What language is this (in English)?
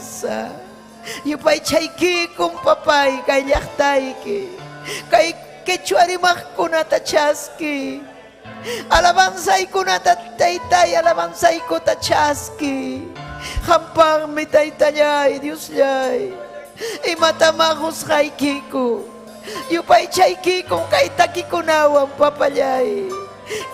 Ayacucho Quechua